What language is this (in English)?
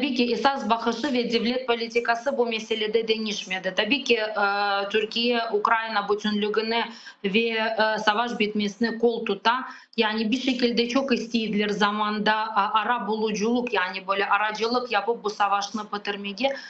Crimean Tatar